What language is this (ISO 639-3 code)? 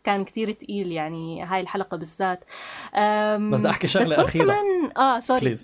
apc